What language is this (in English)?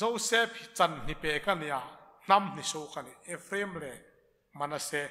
Hmar